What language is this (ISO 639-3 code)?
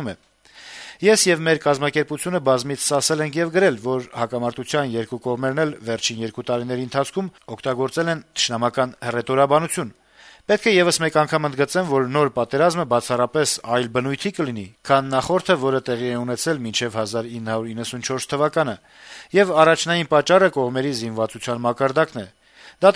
hye